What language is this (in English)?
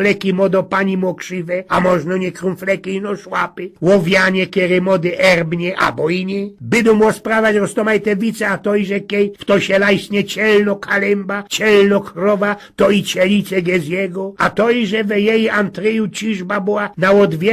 Silesian